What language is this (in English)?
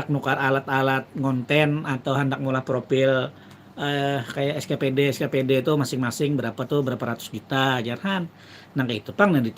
Banjar